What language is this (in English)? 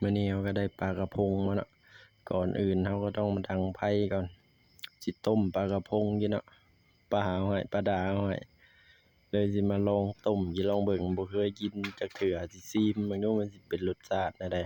Lao